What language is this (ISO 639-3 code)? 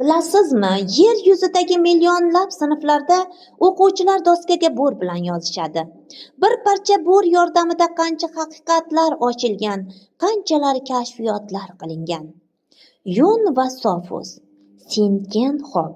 uzb